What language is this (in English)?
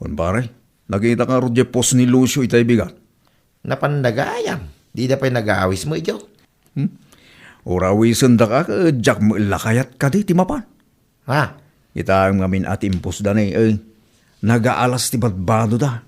Iloko